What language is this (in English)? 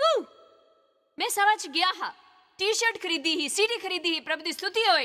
Dogri